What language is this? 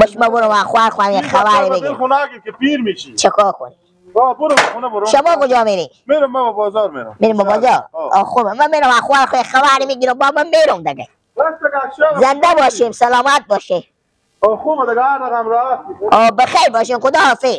Persian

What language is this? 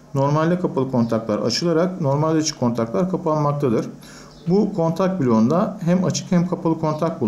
Turkish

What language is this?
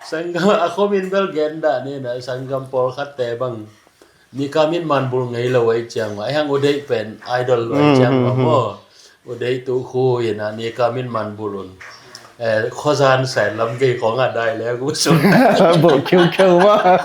Tedim Chin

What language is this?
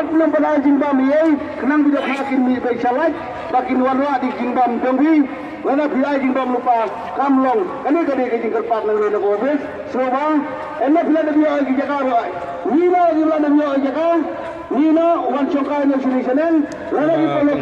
Khasi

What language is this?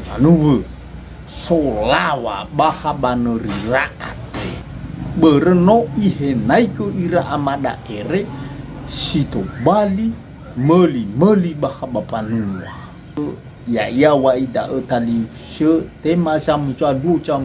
Nias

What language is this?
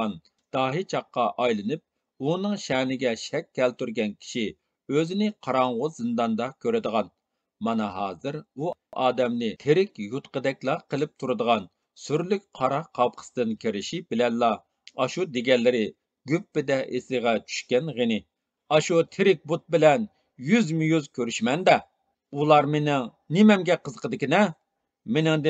Uyghur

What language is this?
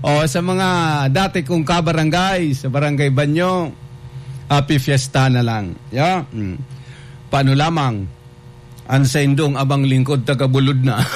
Bikol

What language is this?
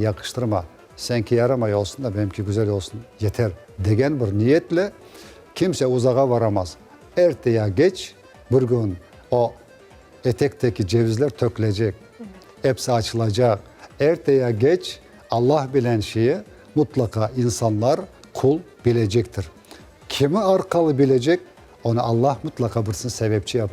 Crimean Tatar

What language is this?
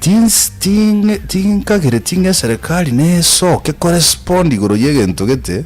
Gusii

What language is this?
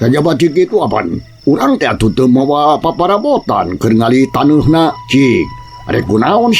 Sundanese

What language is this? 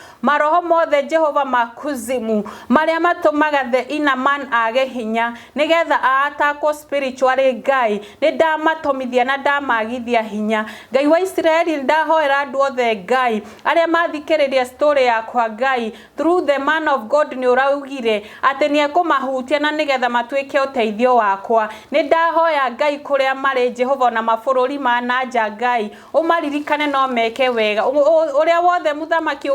Kikuyu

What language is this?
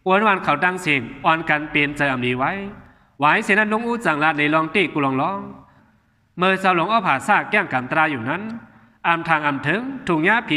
Shan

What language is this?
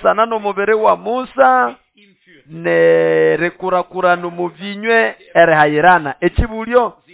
Nande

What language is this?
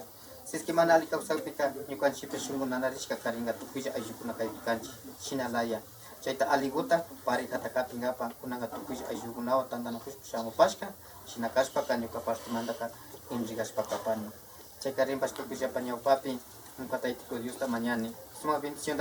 Imbabura Highland Quichua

